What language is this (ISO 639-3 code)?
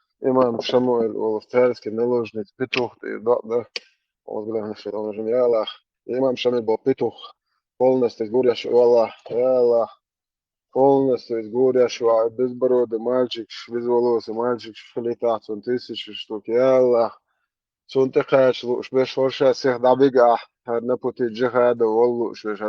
che